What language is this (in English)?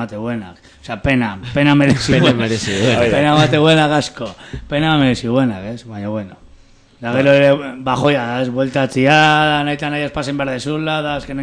Basque